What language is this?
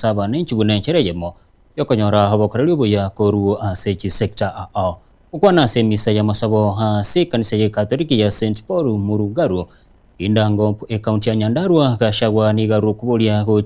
Gusii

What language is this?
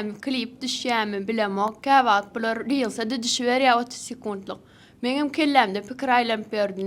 Turkmen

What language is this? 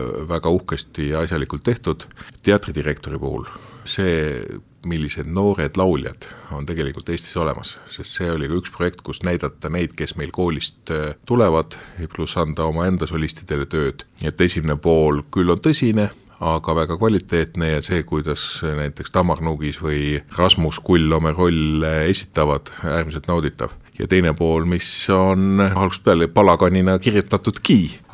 Estonian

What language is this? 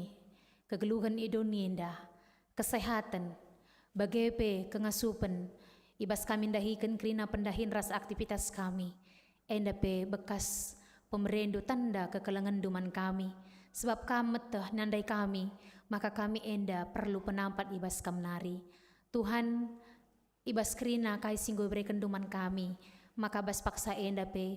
Batak Karo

